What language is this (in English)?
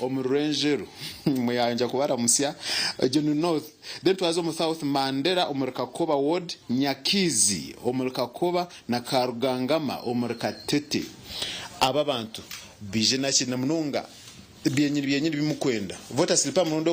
Nyankole